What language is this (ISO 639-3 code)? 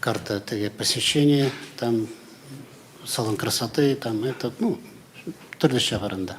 tat